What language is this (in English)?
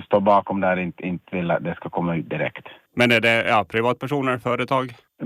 Swedish